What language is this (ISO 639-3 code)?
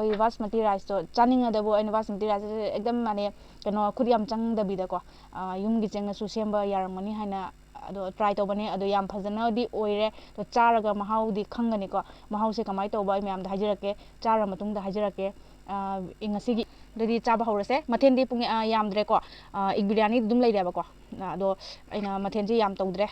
mni